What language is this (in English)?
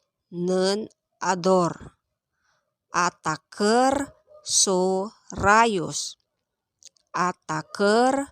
Pangasinan